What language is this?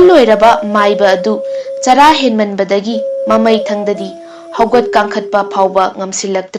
Manipuri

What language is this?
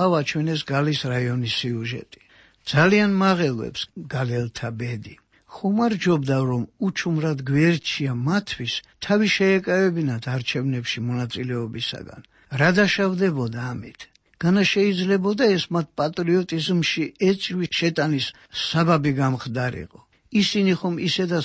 Georgian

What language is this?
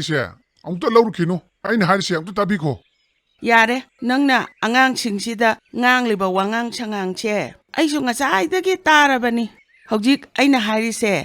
Manipuri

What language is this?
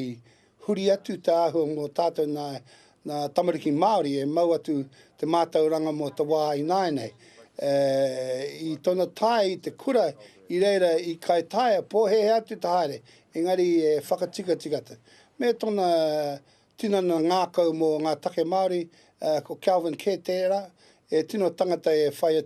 Māori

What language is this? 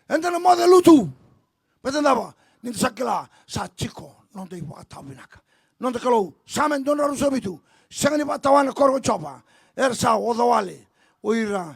Fijian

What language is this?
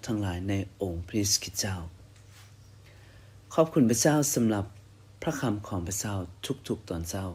Lao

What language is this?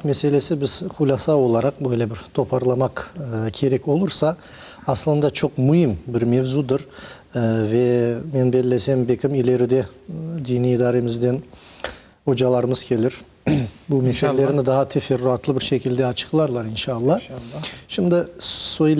Crimean Tatar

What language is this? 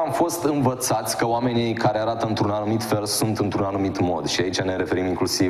Romanian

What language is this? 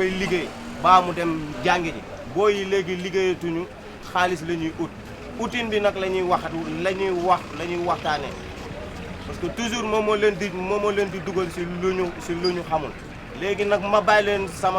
Wolof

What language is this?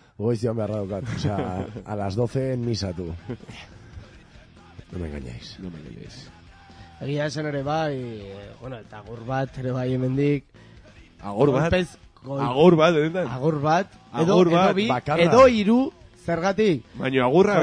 Basque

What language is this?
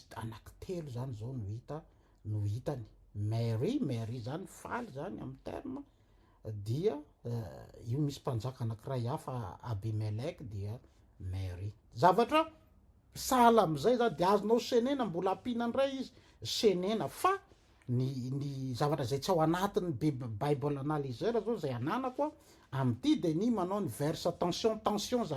Malagasy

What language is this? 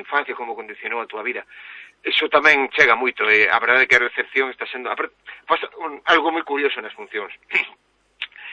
Galician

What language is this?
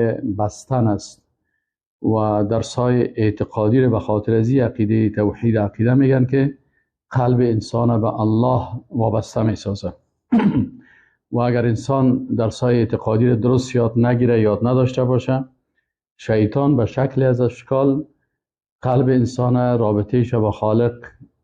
Persian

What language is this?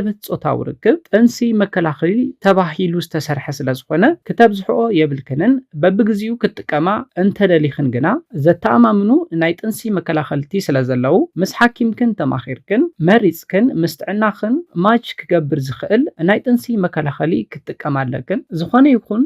Tigrinya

